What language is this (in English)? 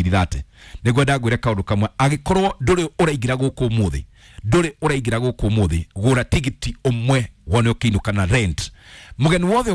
Kikuyu